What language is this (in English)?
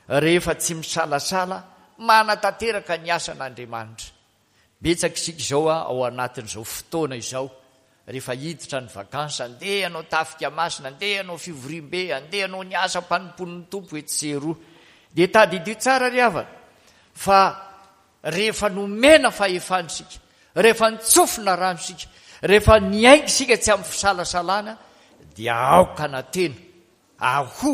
Malagasy